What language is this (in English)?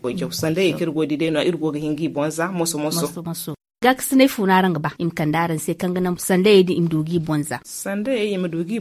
Zarma